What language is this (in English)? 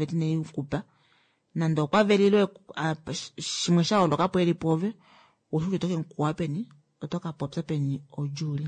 Kuanyama